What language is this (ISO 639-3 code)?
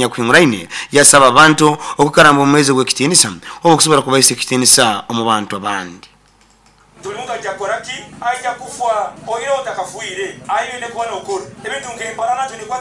nyo